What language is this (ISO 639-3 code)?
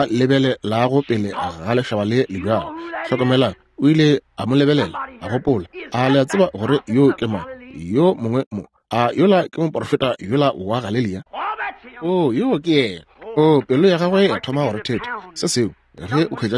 nso